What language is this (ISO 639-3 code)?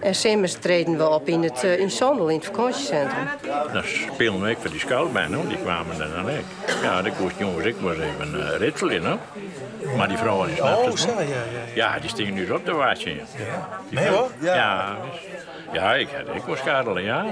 fry